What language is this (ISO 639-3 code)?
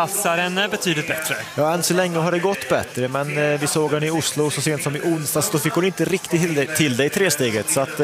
swe